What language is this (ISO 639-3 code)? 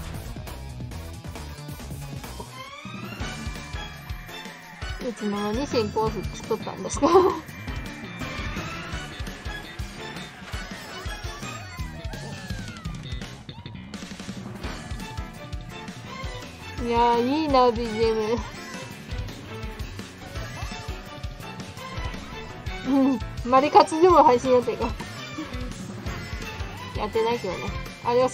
jpn